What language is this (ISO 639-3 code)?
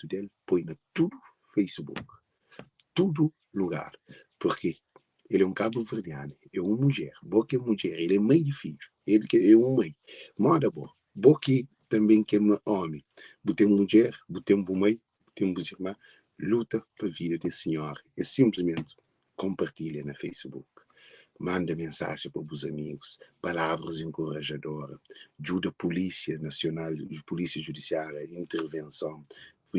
kea